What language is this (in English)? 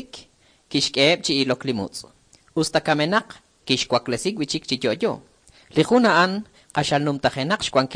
Kekchí